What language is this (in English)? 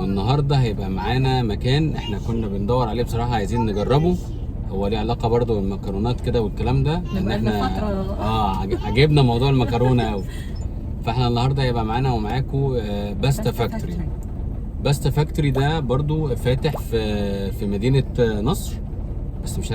Egyptian Arabic